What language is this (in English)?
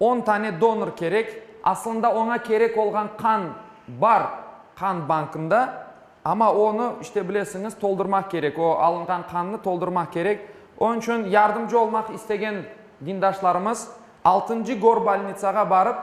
Crimean Tatar